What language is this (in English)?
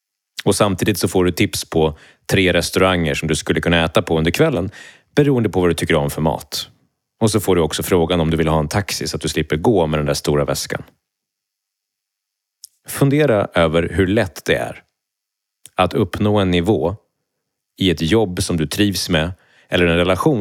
Swedish